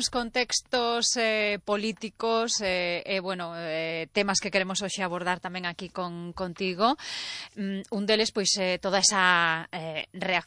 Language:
Galician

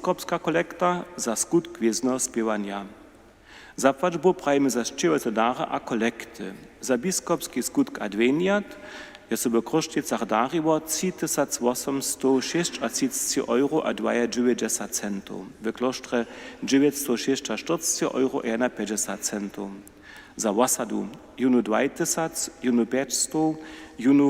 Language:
Upper Sorbian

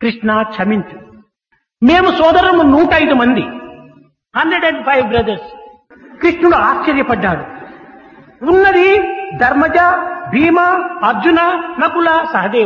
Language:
Telugu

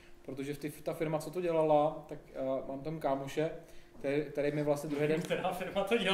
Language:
Czech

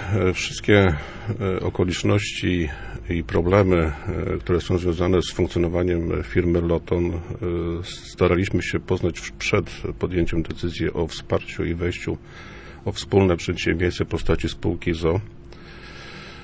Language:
Polish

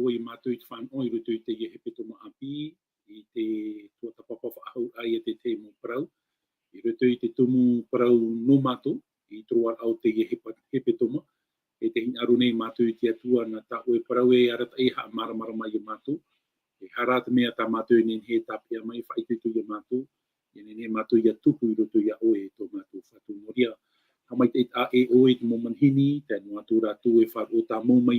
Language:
Tahitian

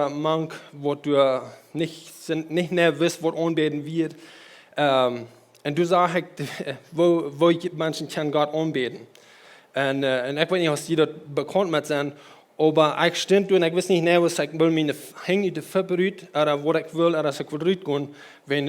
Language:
Plautdietsch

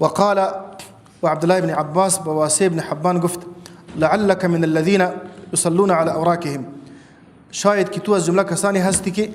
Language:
Persian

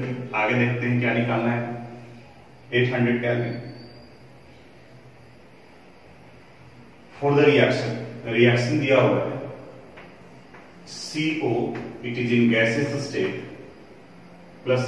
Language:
Hindi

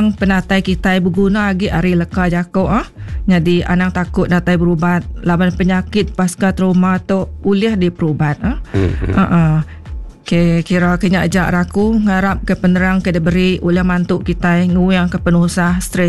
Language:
Iban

